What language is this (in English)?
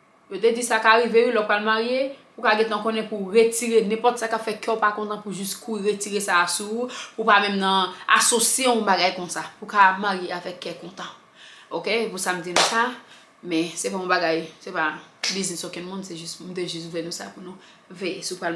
Haitian Creole